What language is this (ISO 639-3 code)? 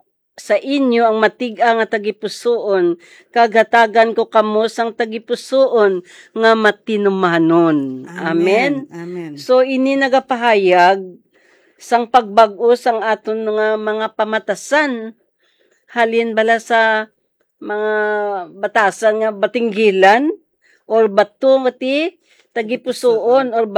hil